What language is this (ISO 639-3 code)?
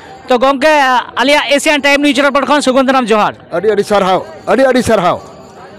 sat